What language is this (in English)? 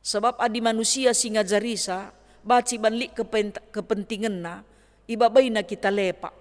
Batak Karo